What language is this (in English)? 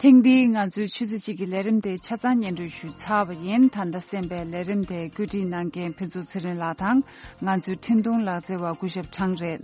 Tibetan